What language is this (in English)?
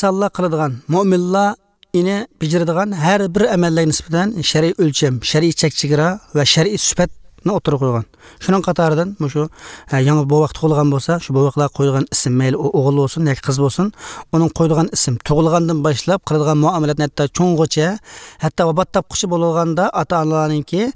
Uyghur